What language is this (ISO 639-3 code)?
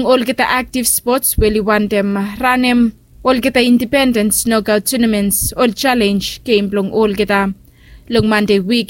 bis